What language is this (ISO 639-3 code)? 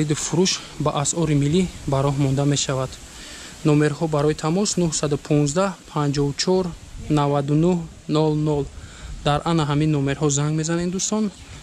tgk